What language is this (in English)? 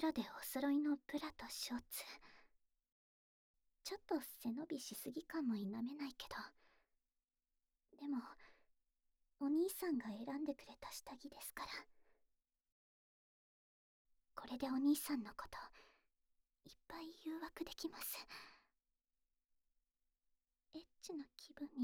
Japanese